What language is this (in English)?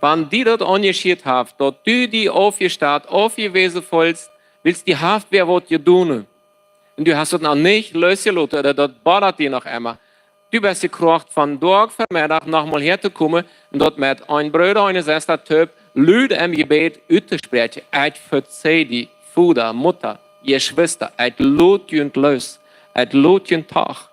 Plautdietsch